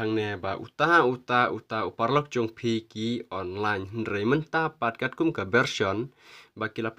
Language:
Khasi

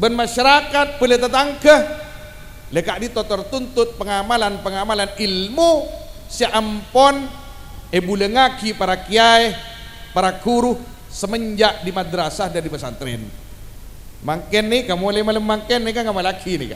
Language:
Madurese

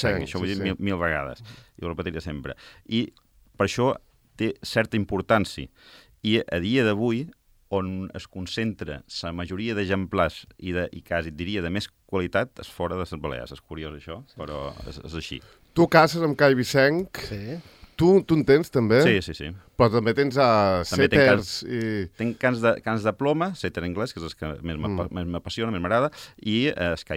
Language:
Catalan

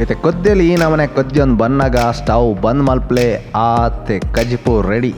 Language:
Tulu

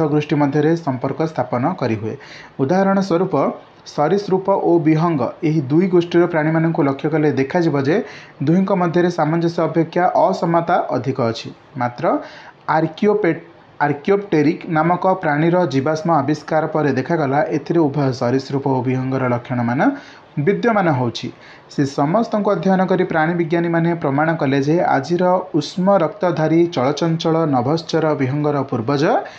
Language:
Odia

